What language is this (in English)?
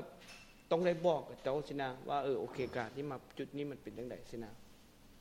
Lao